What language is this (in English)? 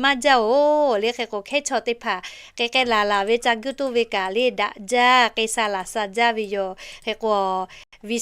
Lahu